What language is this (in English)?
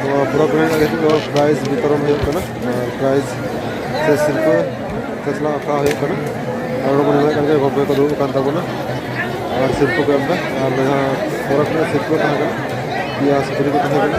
Santali